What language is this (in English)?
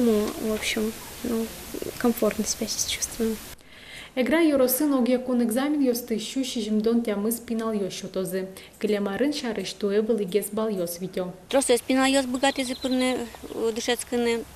Udmurt